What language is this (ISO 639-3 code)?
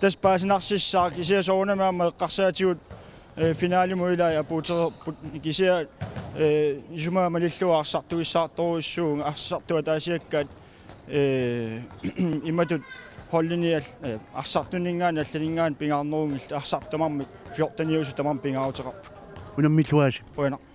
kal